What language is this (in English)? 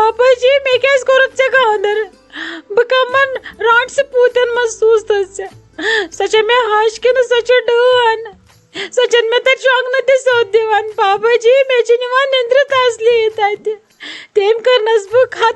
Kashmiri